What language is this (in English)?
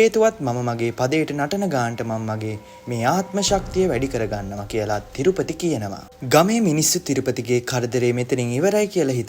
Sinhala